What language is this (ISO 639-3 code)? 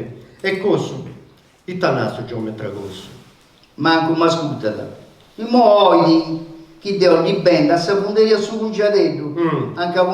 srd